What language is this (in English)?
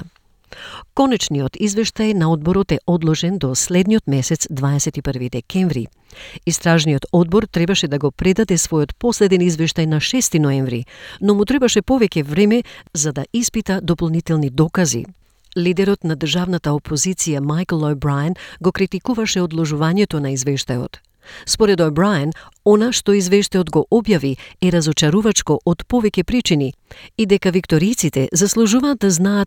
Macedonian